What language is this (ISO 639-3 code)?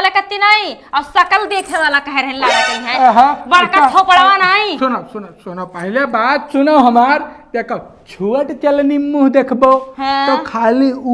awa